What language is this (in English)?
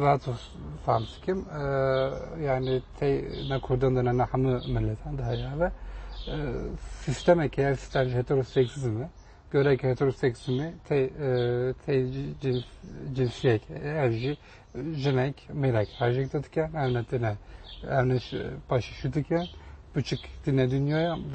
Kurdish